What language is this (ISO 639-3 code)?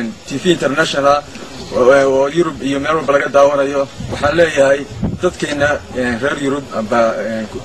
som